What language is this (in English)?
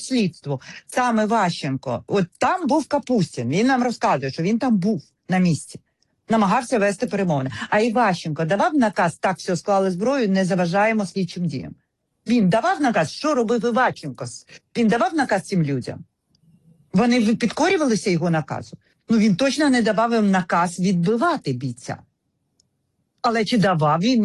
Ukrainian